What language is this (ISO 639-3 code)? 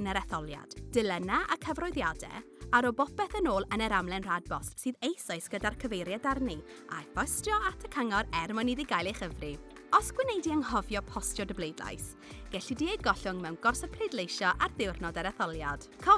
cym